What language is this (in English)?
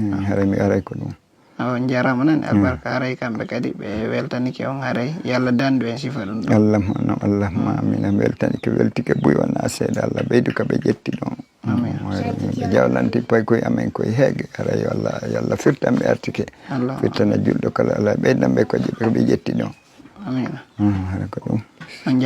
Fula